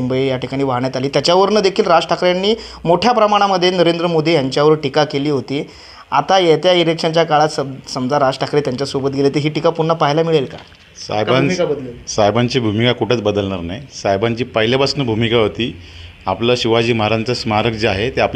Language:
Marathi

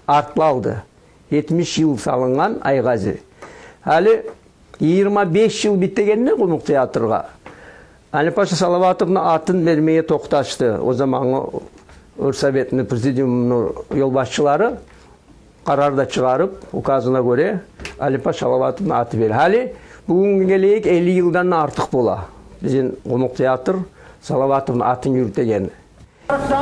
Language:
Kumyk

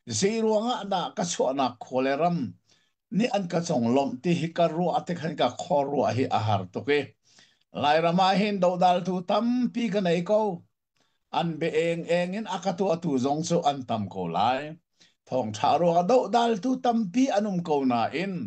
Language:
Hakha Chin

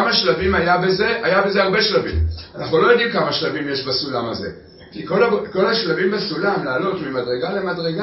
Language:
Hebrew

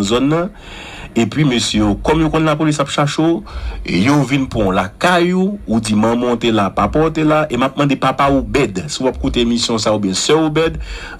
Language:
Haitian Creole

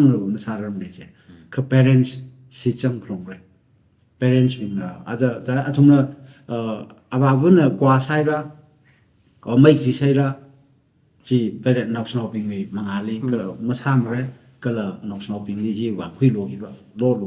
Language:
Tangkhul Naga (India)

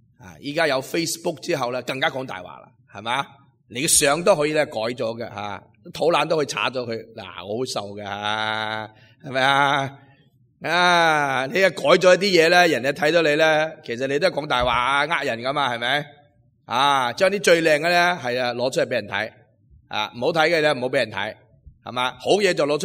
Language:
Cantonese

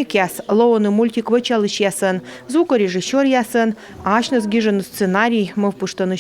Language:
Komi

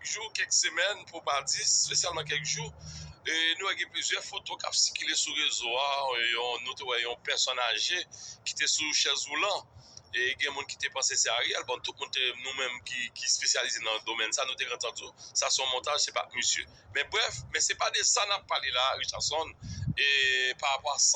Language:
Haitian Creole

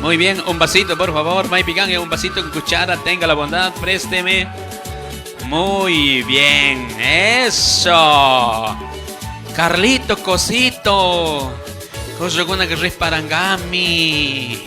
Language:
Chimborazo Highland Quichua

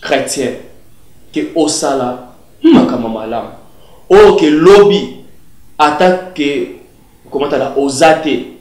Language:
Lingala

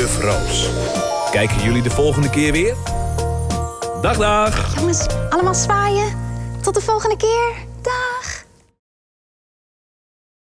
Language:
Dutch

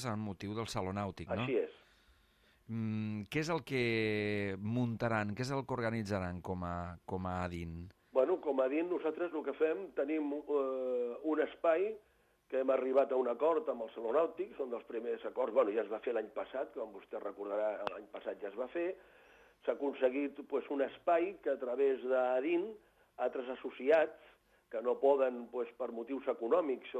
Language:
Catalan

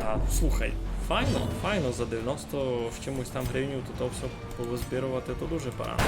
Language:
Rusyn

